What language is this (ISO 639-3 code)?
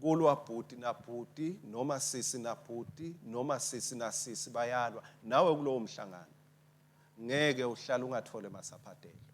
ssw